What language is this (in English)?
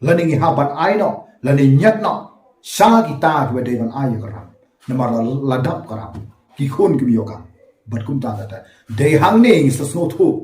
Khasi